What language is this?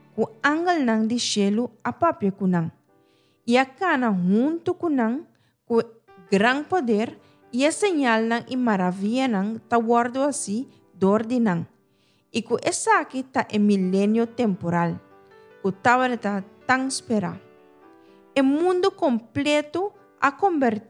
Papiamento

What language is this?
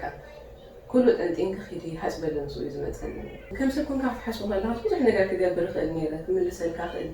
Tigrinya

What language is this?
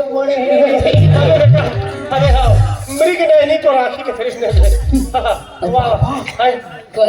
Chhattisgarhi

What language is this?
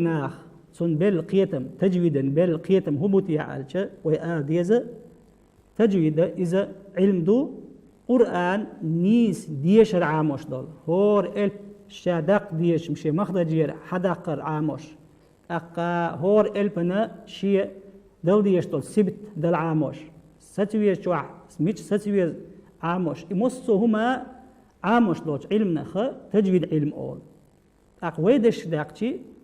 Chechen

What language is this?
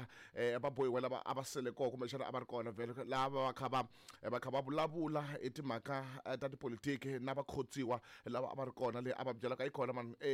Tsonga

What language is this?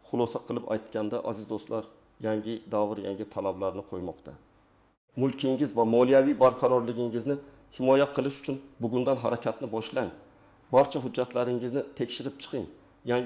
Uzbek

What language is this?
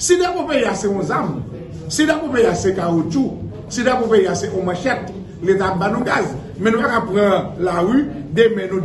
Haitian Creole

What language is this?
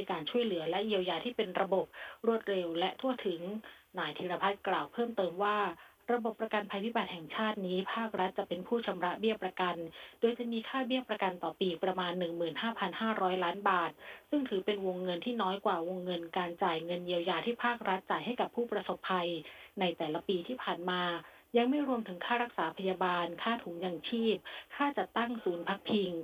Thai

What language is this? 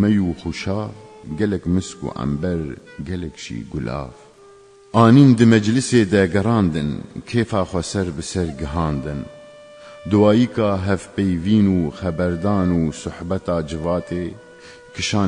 Kurdish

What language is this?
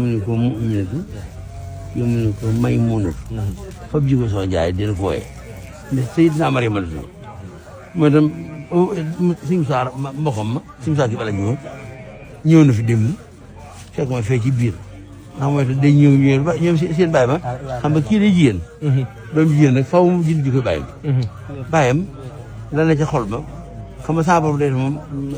Wolof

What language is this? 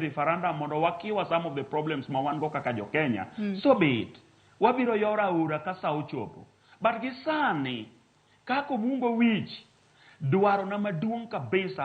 Luo (Kenya and Tanzania)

